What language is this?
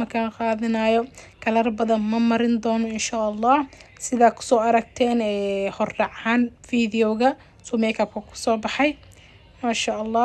Somali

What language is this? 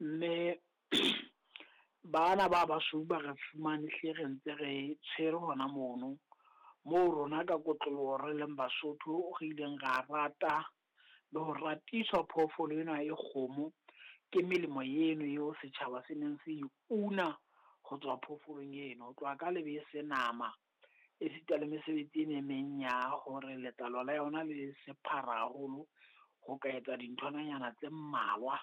Southern Sotho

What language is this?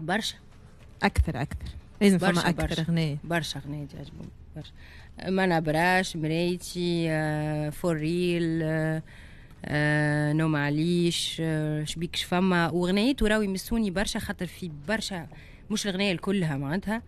Tunisian Arabic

